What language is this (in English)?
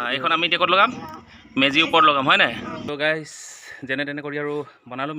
Assamese